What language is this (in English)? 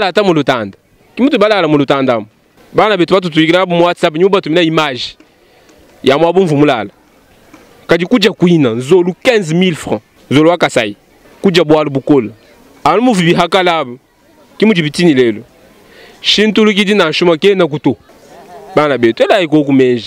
Luba-Lulua